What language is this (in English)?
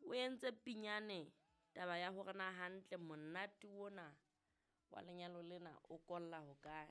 Southern Sotho